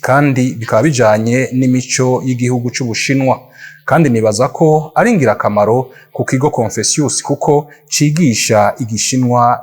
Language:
Rundi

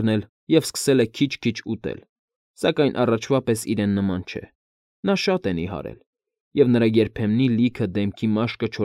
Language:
Armenian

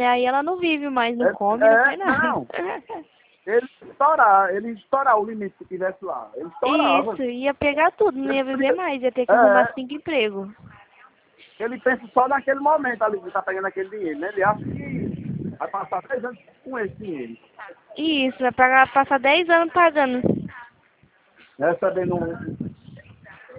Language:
Portuguese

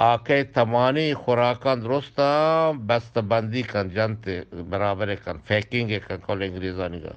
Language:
Eastern Balochi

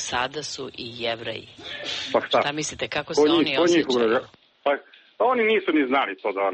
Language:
Serbian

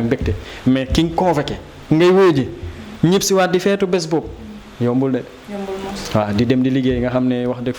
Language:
Wolof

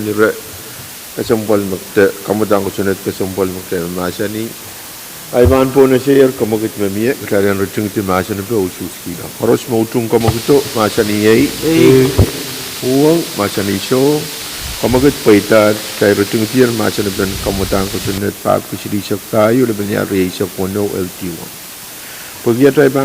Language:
Pohnpeian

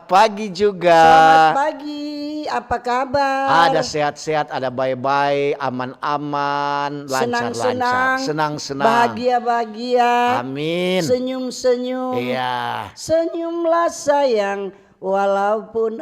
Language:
Manado Malay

